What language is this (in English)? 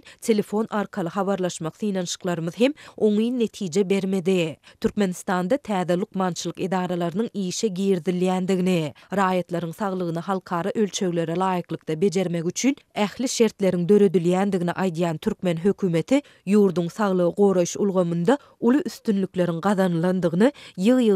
Turkmen